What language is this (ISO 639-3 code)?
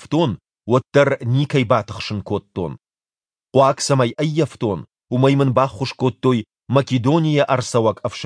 oss